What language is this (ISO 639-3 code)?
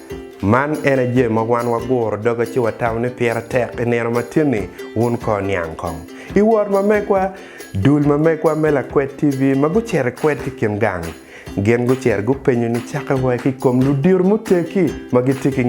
ach